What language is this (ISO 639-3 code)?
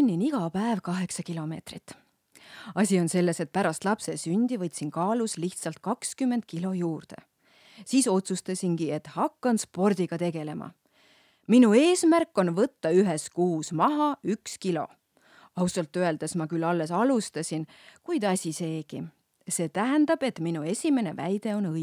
est